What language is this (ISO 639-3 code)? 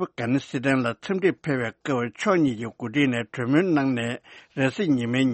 bod